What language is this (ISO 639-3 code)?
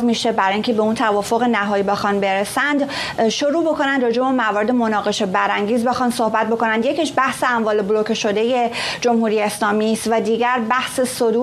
fas